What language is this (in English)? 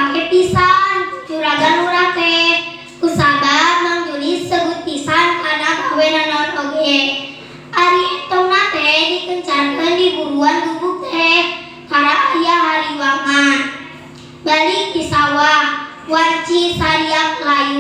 Sundanese